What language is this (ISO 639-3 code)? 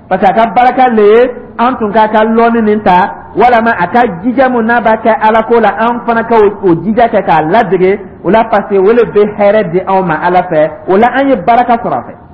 dyu